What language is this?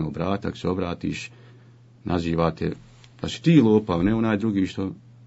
Bosnian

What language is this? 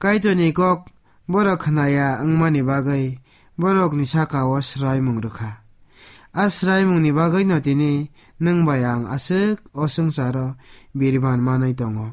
Kok Borok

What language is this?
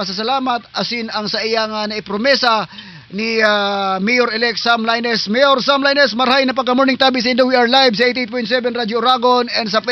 Southern Catanduanes Bikol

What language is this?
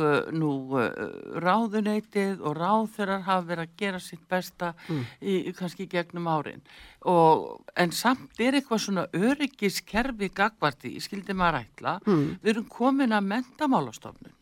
Icelandic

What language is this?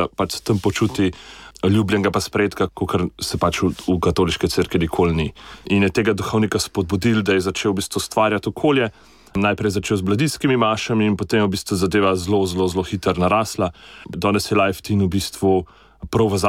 Slovenian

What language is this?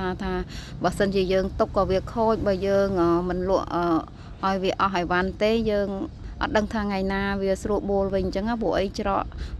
Khmer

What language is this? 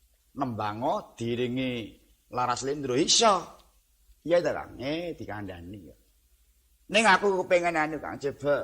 Javanese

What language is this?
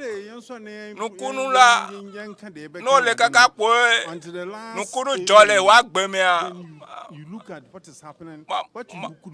Ewe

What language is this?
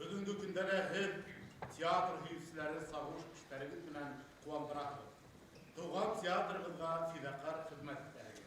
Bashkir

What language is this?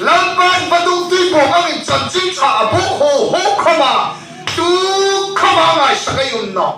Hmar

